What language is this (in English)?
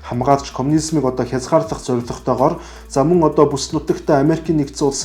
Mongolian